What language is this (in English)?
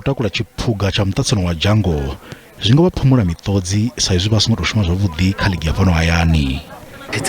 Venda